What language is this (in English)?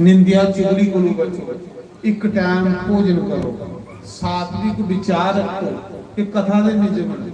Dogri